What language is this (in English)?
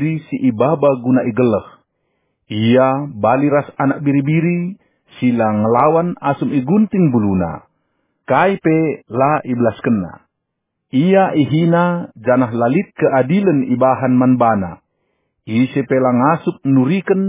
Batak Karo